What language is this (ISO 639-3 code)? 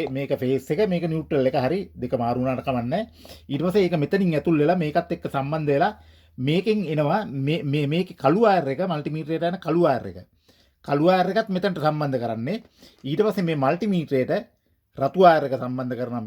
sin